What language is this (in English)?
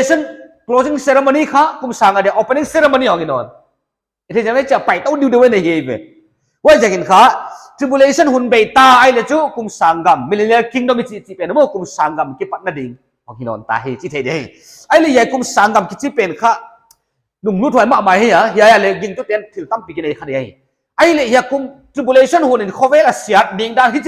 Paite Chin